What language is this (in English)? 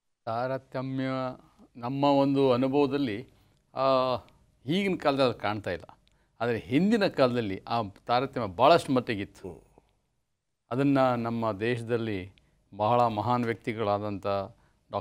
Kannada